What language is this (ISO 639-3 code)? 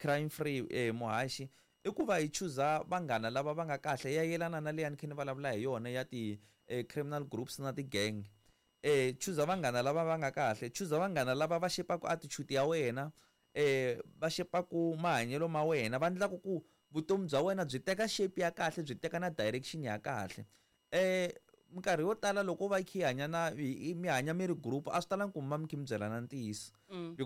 tso